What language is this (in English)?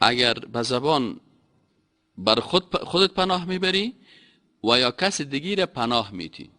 Persian